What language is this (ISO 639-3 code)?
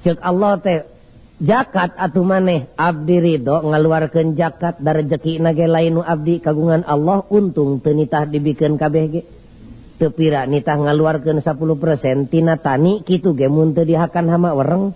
sun